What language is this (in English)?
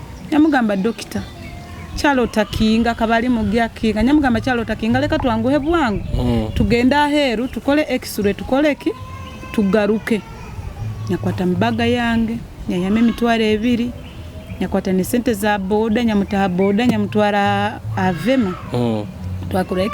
Nyoro